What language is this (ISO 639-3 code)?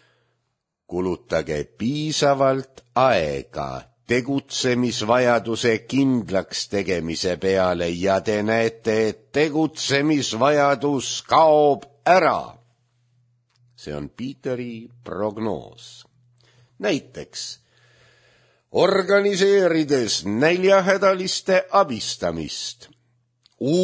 est